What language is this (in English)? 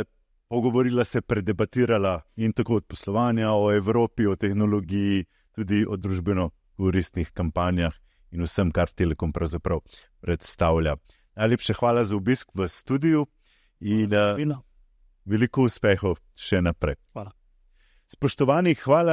Slovenian